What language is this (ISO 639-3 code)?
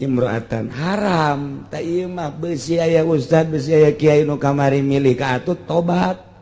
sun